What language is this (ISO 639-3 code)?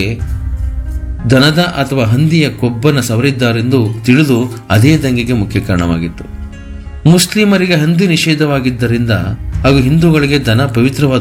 kan